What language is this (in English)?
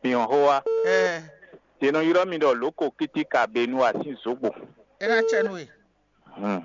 Fon